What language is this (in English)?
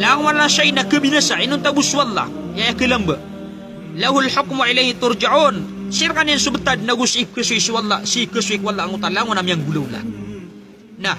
Maranao